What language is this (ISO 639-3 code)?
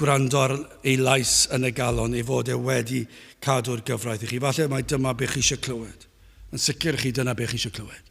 cym